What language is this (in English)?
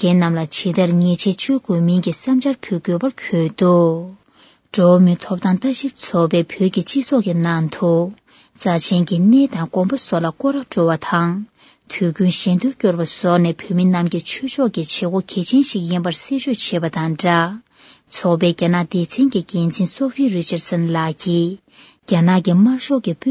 Tibetan